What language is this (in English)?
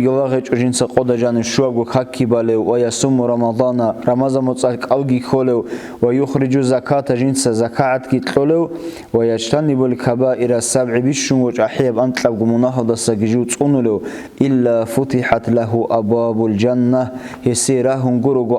Avaric